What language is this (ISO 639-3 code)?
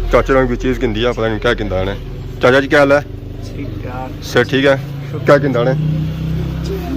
phr